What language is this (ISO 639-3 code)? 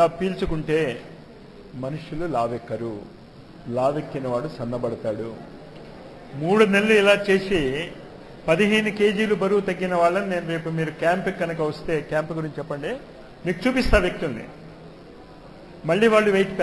tel